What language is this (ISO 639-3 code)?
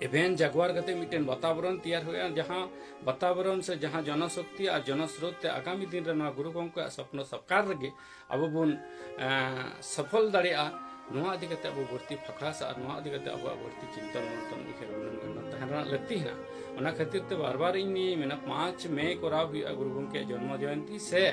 sat